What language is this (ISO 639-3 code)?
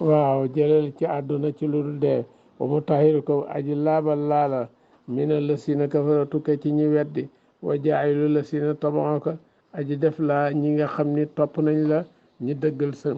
wol